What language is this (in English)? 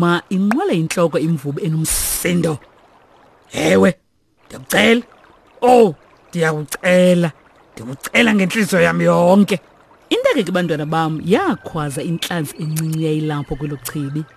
Xhosa